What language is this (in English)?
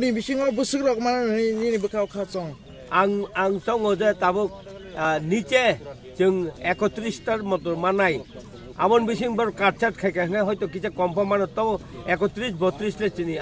Kok Borok